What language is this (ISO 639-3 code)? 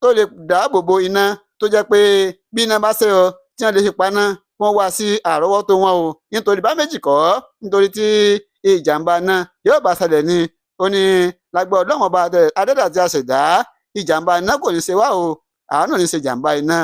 yor